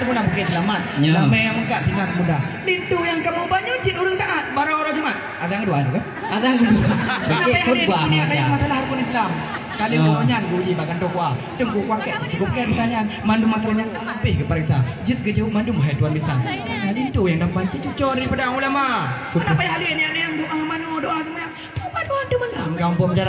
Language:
Achinese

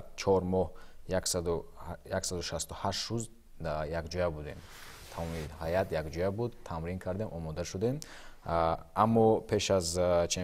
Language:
Tajik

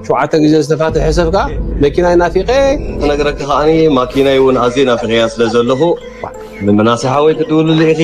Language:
Tigrinya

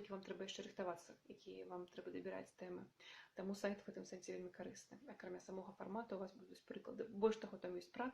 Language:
Belarusian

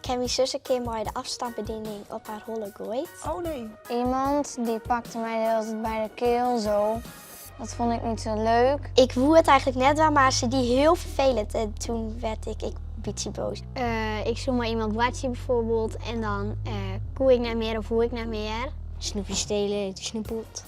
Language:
Western Frisian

